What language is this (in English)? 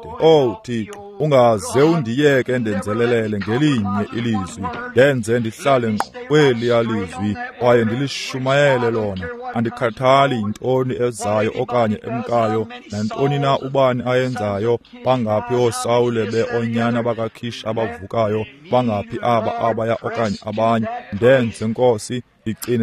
Xhosa